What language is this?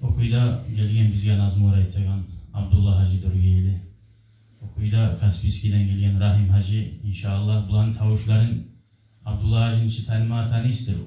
Kumyk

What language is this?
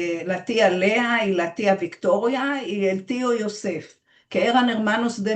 Ladino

